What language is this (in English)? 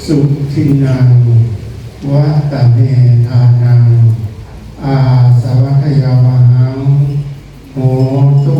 Pali